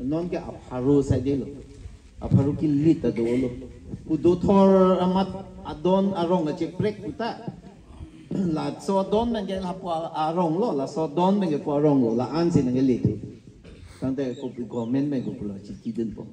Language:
Karbi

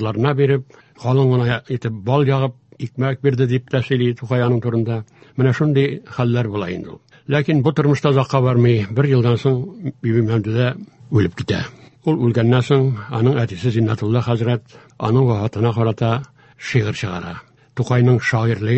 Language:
Tatar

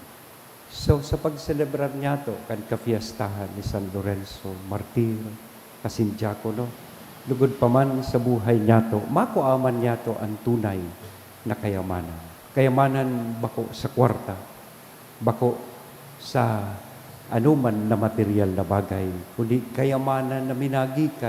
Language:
Bikol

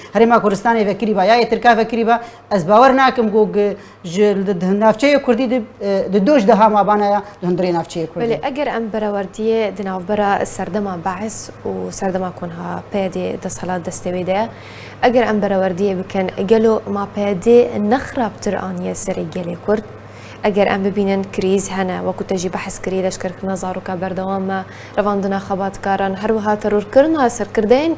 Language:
Kurdish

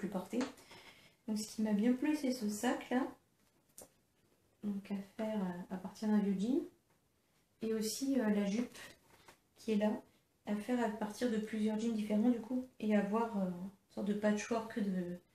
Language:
French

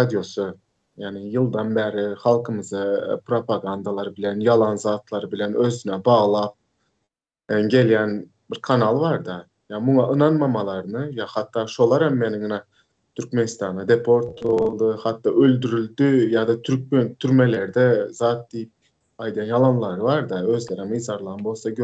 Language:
Turkmen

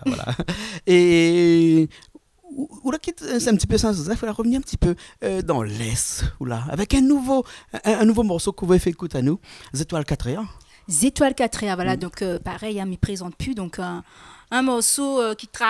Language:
Réunion Creole French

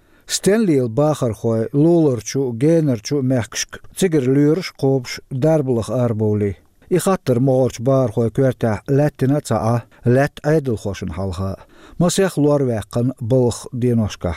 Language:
Chechen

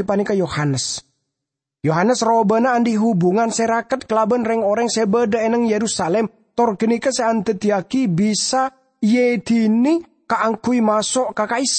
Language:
Madurese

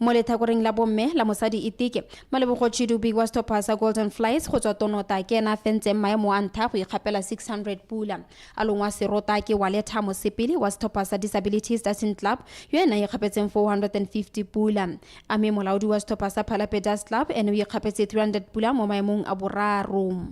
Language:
Tswana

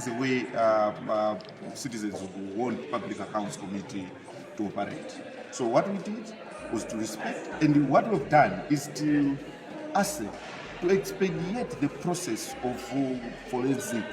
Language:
English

